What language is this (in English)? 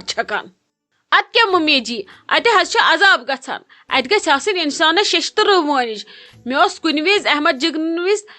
Kashmiri